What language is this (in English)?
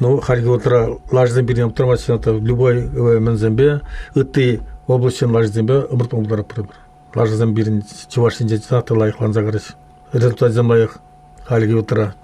Chuvash